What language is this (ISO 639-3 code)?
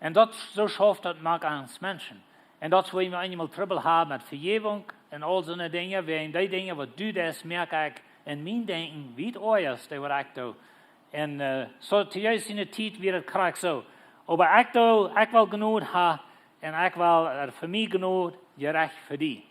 pdt